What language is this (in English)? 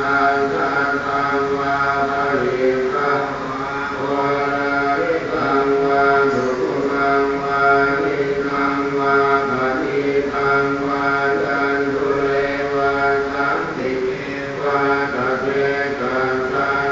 Pali